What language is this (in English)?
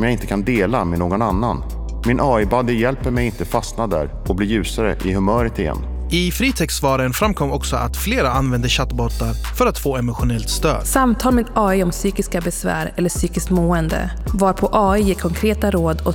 Swedish